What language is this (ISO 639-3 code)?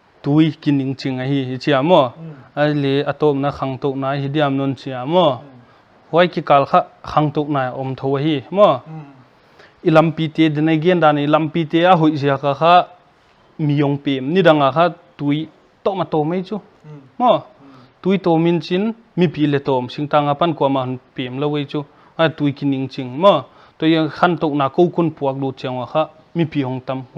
pck